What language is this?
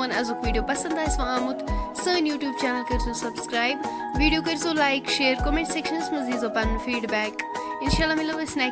Kashmiri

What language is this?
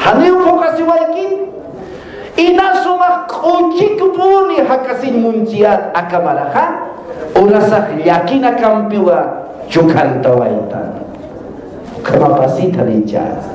Aymara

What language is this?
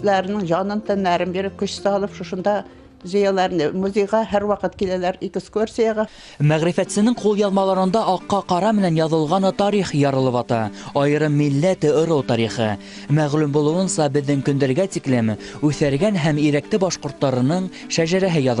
Bashkir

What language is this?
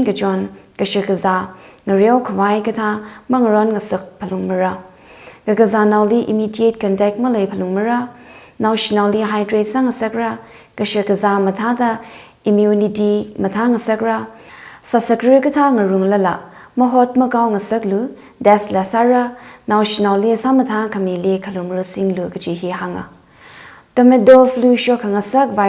Tangkhul Naga (India)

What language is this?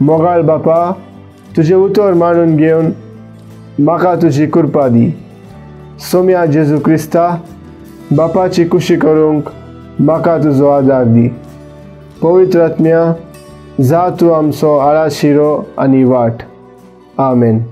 Konkani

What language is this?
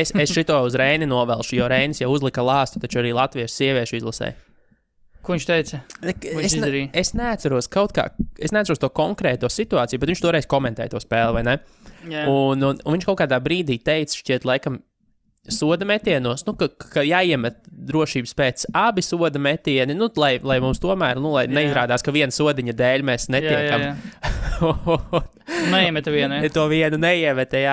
Latvian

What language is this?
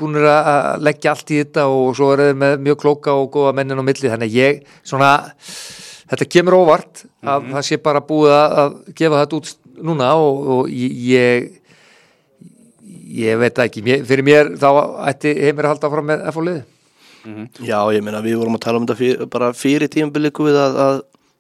Icelandic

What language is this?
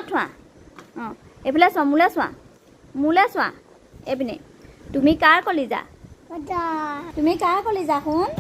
Assamese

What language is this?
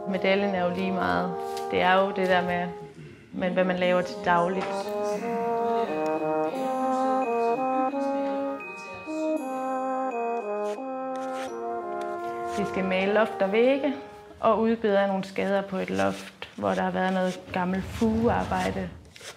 Danish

